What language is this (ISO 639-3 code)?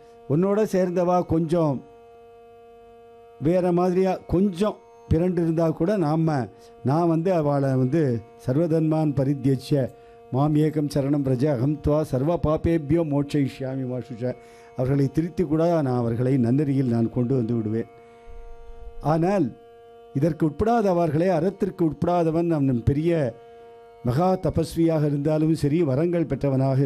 tam